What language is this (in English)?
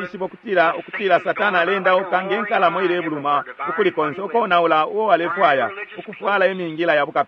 Bemba